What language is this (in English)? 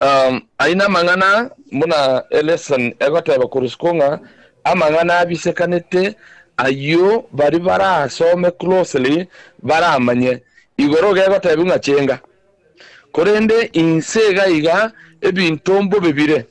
Gusii